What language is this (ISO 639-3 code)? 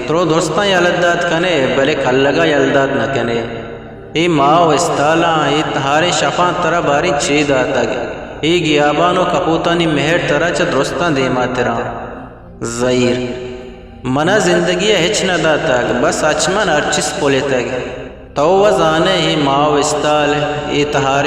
bgp